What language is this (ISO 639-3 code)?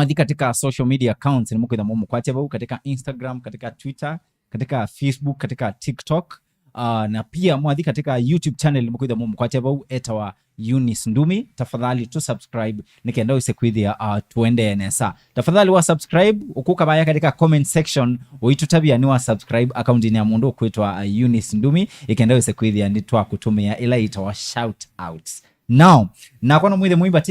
kam